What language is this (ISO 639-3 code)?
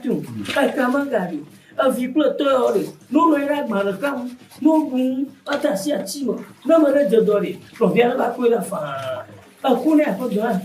ewe